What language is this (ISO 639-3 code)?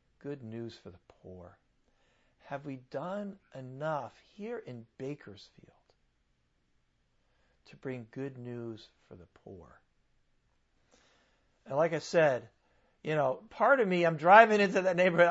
eng